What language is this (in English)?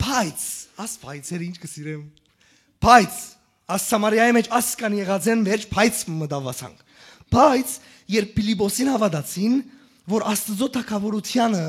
Western Armenian